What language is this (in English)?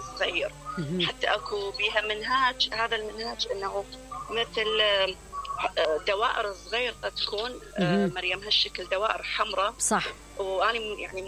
Mesopotamian Arabic